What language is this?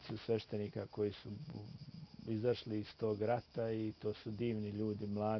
Bosnian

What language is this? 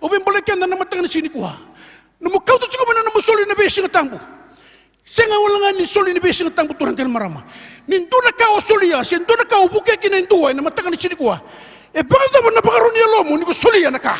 Fijian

